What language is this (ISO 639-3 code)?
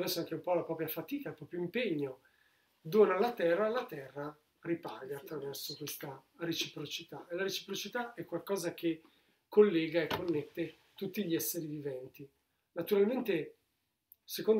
ita